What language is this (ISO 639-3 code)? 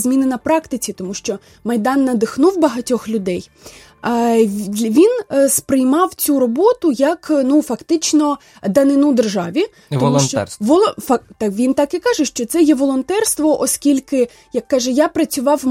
ukr